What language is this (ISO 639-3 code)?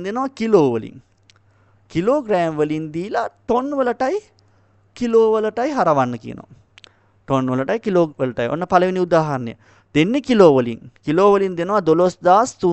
sin